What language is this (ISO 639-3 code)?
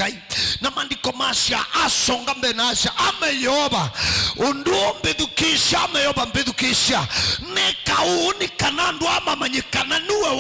kam